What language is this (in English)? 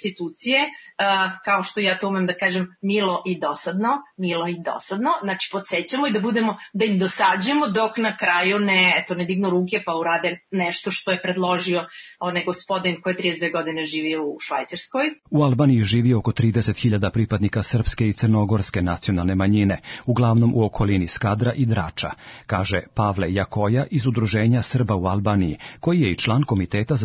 Serbian